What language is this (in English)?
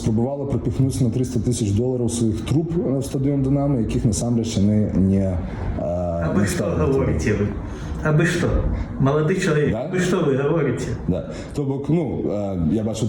Belarusian